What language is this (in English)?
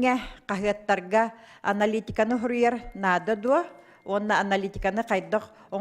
Yakut